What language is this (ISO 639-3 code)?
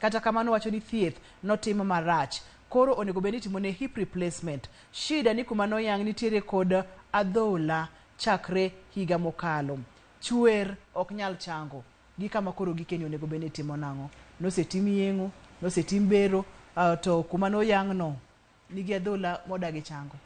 luo